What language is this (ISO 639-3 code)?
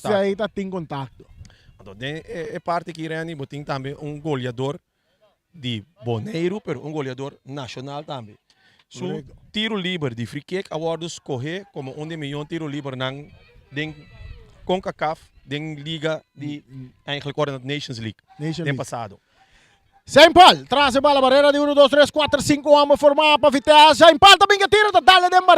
pap